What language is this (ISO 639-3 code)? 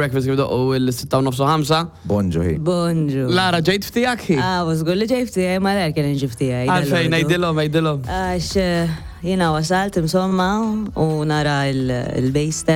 mlt